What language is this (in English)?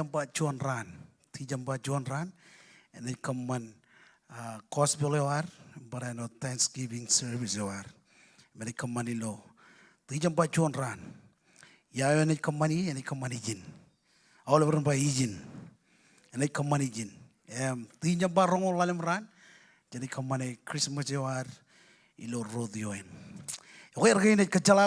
Marshallese